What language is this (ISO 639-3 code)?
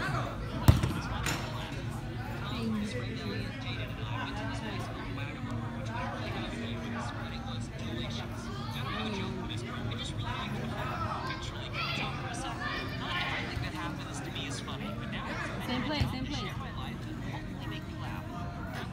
eng